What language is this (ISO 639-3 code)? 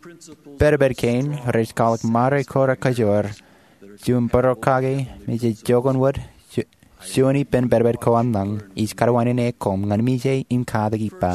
mah